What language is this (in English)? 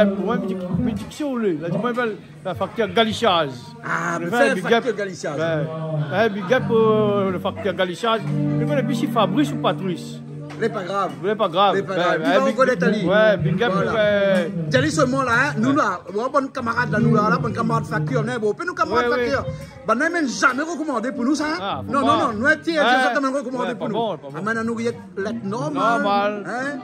Réunion Creole French